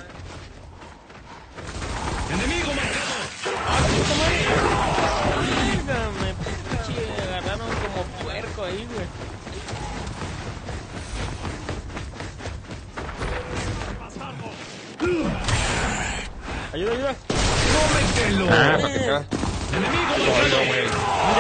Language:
Spanish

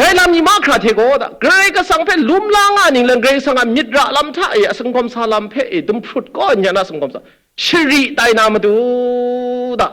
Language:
Kachin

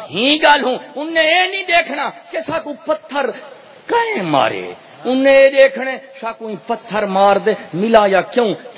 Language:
Saraiki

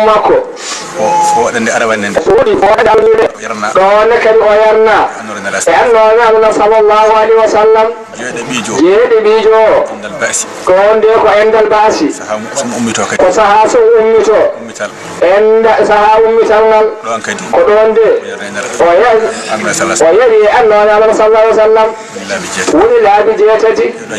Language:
Fula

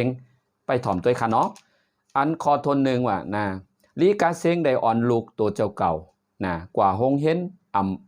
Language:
Shan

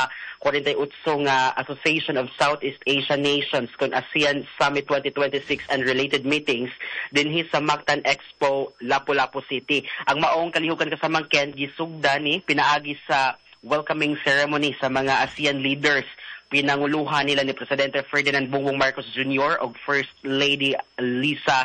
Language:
Cebuano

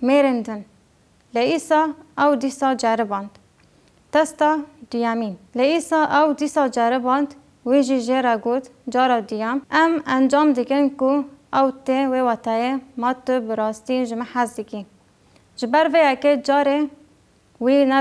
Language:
Kurdish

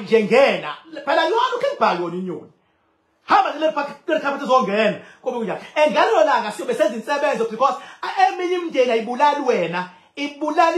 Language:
Zulu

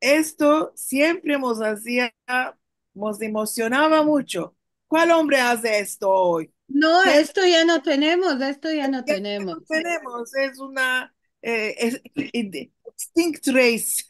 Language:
Ladino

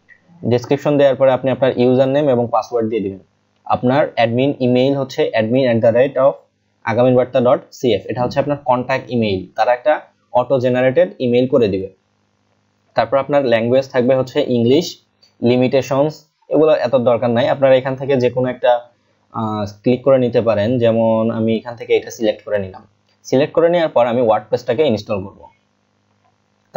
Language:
Bangla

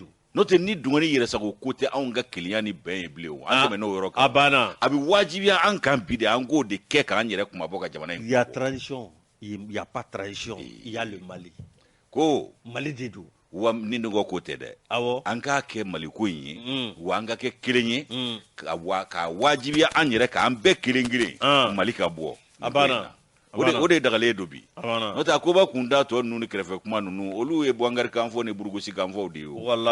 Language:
Bambara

